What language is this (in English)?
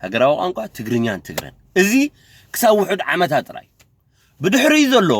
Tigrinya